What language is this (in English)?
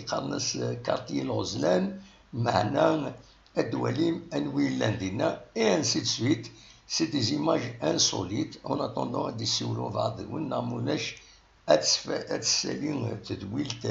Kabyle